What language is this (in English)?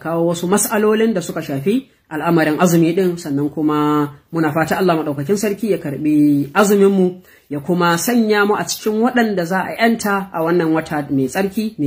Hausa